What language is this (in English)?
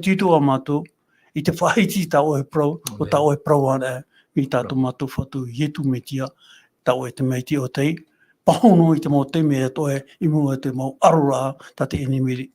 Tahitian